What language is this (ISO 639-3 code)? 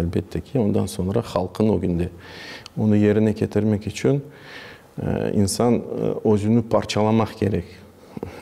crh